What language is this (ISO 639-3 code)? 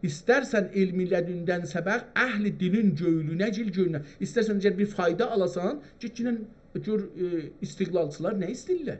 azb